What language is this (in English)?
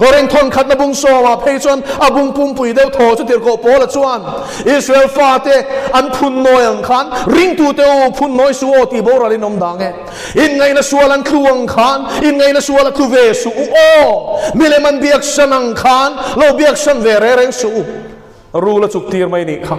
Mizo